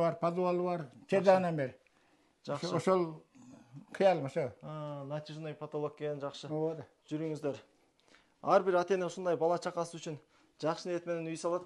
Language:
Kyrgyz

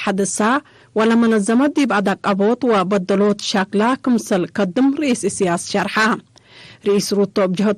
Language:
Tigre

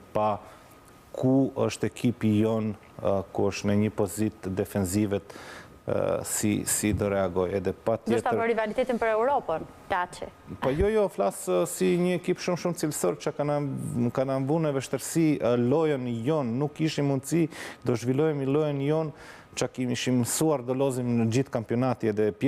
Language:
Albanian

